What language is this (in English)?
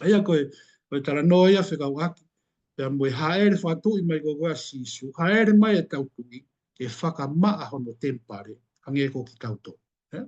Tongan